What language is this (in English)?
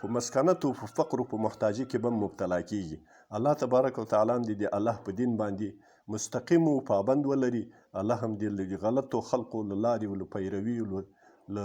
Pashto